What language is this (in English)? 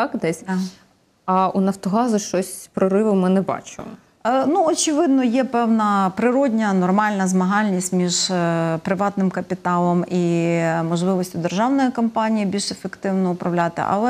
Ukrainian